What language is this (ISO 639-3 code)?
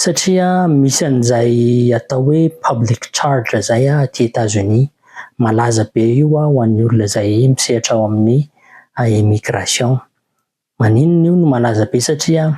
mlg